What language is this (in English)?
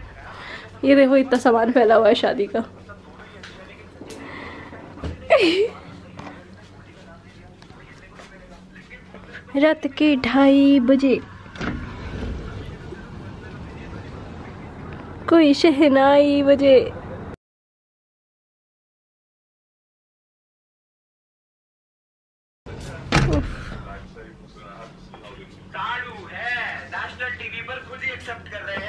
Hindi